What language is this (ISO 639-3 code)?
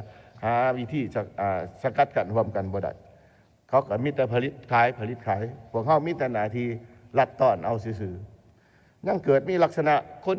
lao